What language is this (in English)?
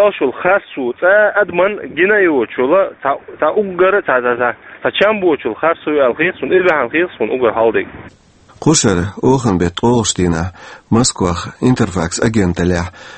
Chechen